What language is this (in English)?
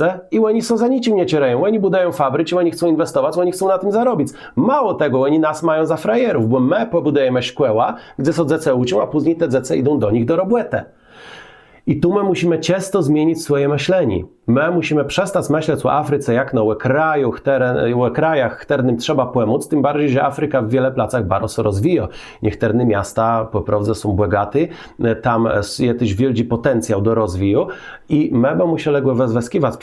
Kashubian